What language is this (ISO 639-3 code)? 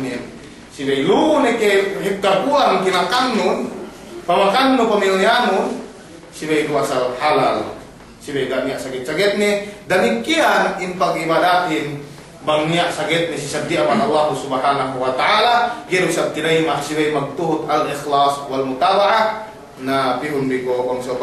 yka